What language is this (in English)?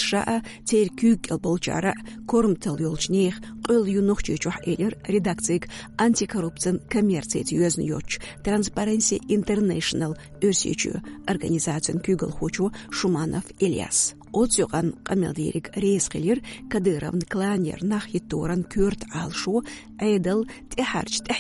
Chechen